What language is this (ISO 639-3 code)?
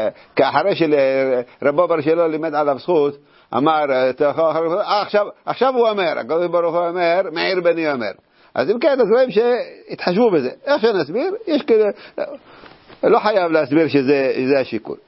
heb